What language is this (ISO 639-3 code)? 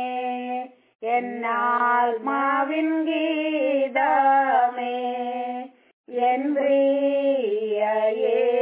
mal